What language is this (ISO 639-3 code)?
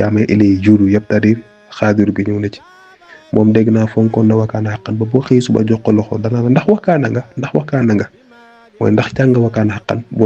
wol